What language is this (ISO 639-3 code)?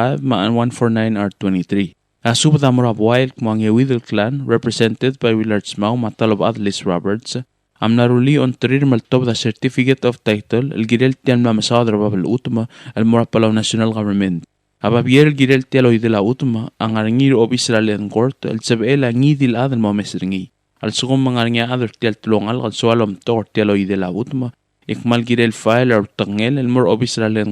pau